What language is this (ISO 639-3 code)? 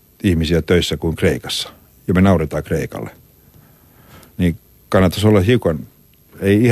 fin